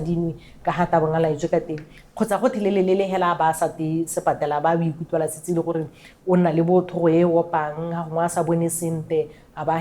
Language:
Tswana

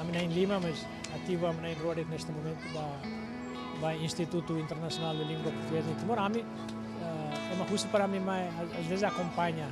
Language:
Tetum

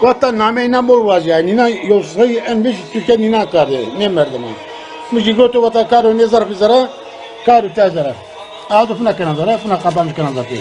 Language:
Zaza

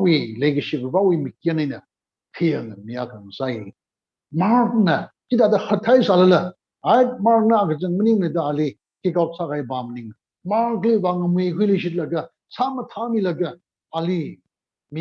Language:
Tangkhul Naga (India)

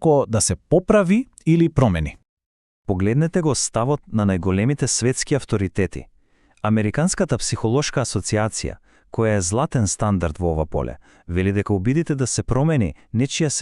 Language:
Macedonian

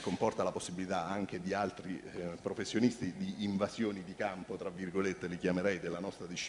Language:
Italian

